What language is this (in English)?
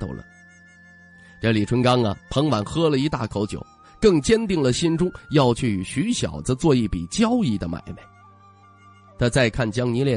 Chinese